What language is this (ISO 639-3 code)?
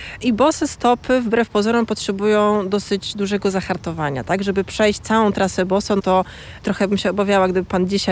pol